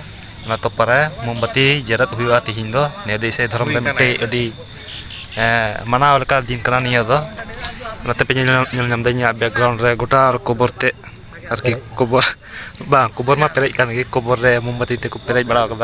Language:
Santali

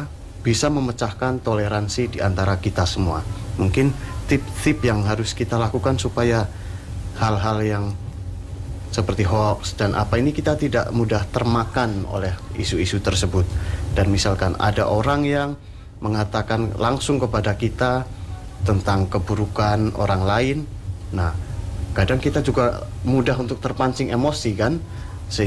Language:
Indonesian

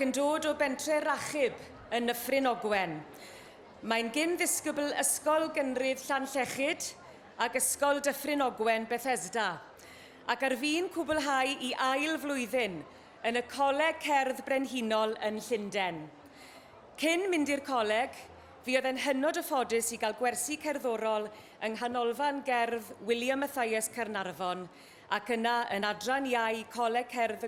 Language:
Welsh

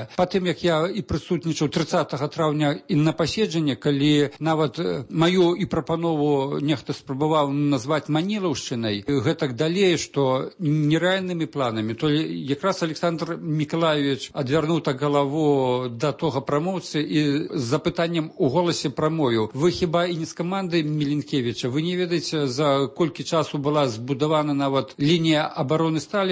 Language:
Belarusian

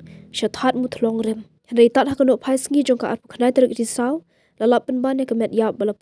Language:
Pnar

